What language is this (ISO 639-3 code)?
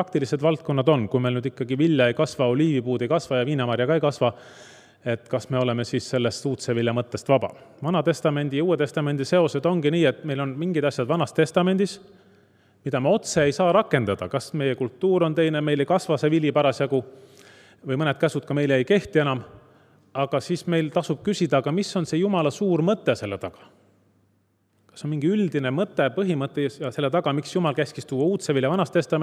est